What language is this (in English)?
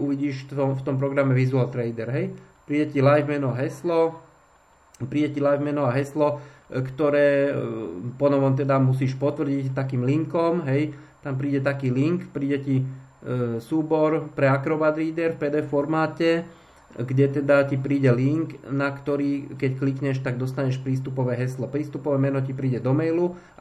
Slovak